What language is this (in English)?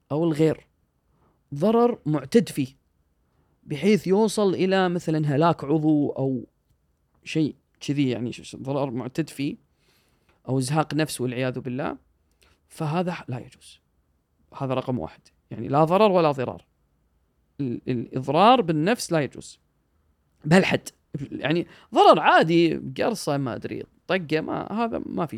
Gulf Arabic